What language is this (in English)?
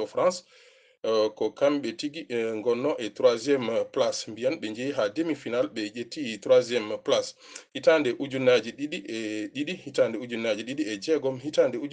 Fula